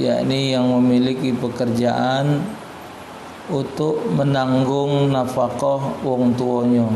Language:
Musi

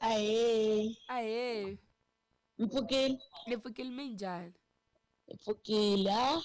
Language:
Tsonga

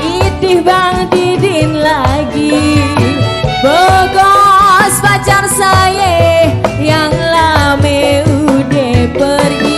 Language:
Betawi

